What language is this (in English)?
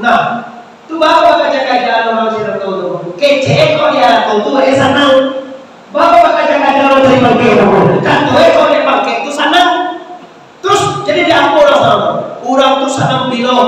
Minangkabau